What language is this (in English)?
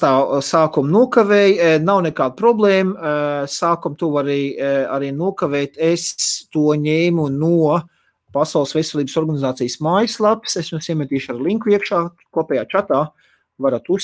Latvian